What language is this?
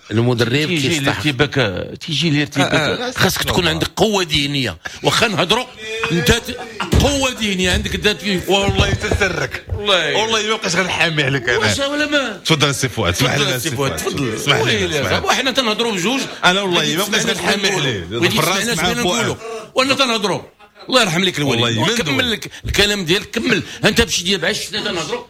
Moroccan Arabic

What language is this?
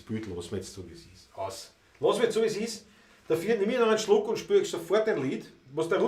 Bavarian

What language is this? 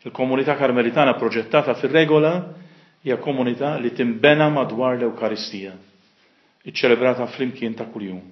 Maltese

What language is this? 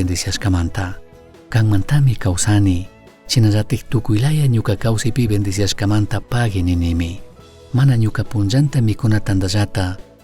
Chimborazo Highland Quichua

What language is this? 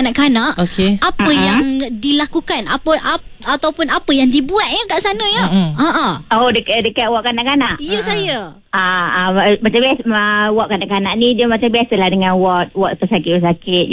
Malay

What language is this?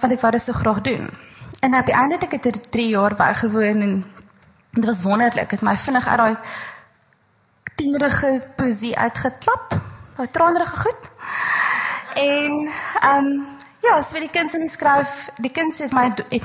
Afrikaans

